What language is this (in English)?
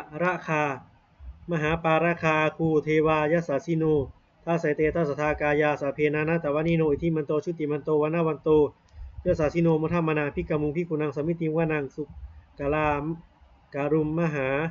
Pali